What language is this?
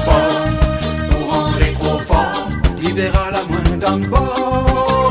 Réunion Creole French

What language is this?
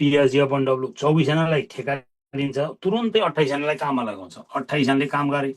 Nepali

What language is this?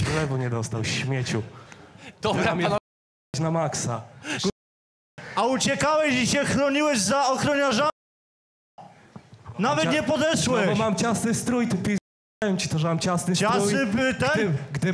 Polish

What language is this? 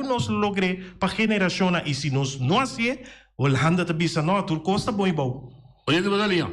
Papiamento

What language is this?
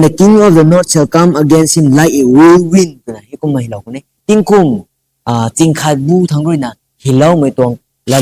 Rongmei Naga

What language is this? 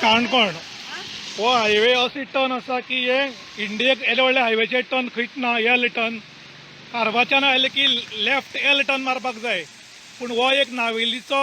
Konkani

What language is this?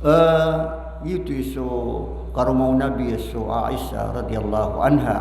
Maranao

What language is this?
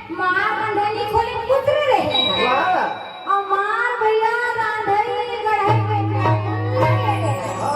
Chhattisgarhi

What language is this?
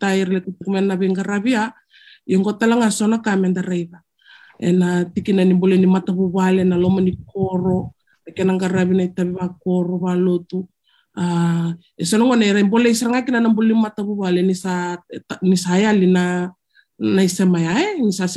Fijian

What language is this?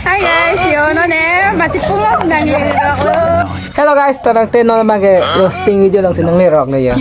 Karbi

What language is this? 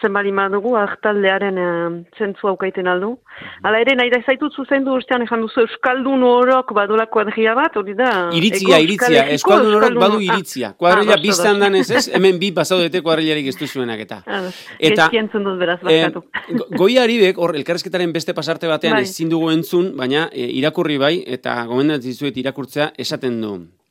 Basque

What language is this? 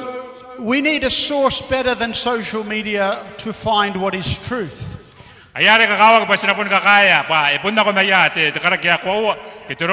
Gilbertese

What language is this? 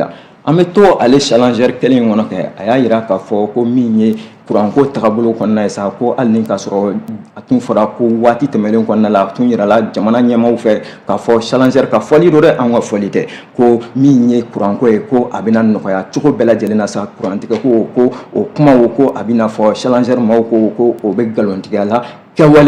Bambara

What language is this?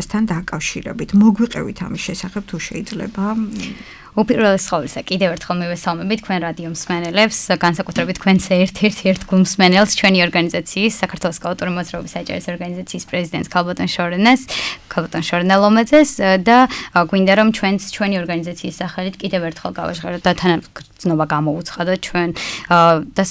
Georgian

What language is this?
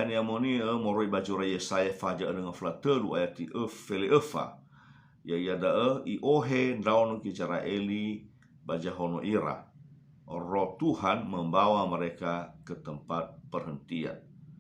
Nias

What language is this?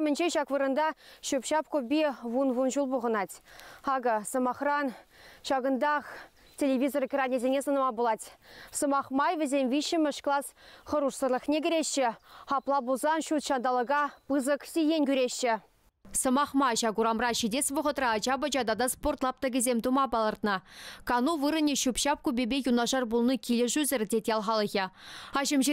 Chuvash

